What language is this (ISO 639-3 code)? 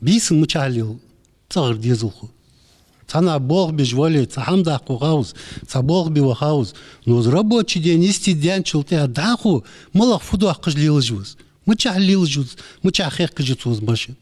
inh